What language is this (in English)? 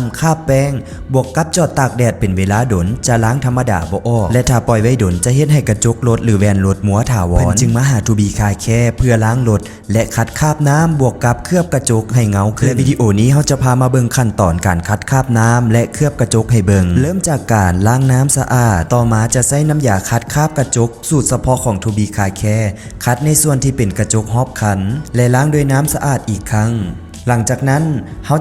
Lao